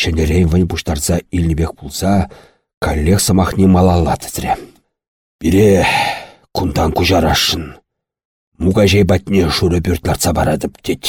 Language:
Chuvash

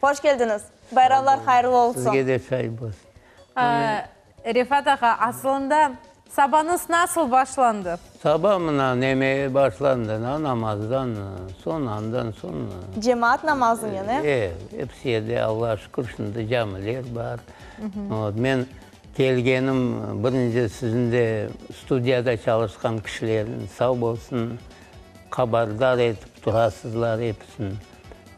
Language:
Crimean Tatar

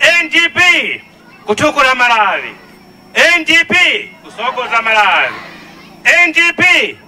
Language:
Nyanja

